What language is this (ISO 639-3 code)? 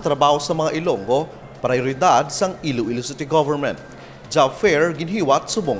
hil